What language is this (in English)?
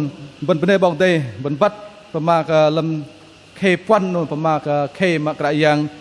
Bahnar